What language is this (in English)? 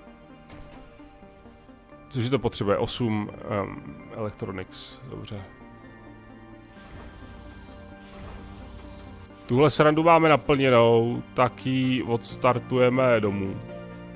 Czech